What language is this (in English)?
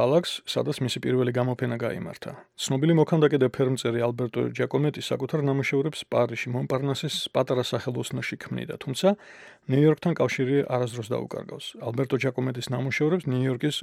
Georgian